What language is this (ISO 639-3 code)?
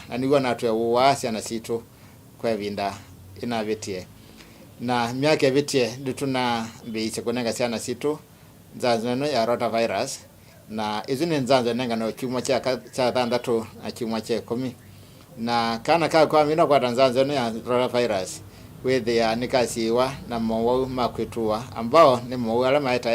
kam